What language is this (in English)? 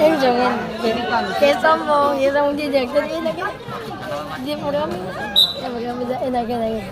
Ambonese Malay